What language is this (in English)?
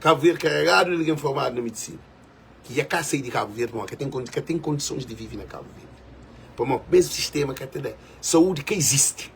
Kabuverdianu